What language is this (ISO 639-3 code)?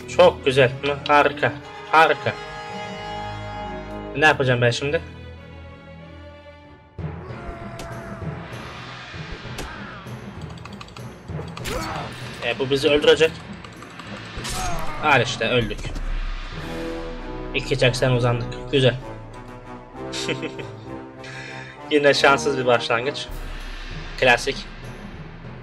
tur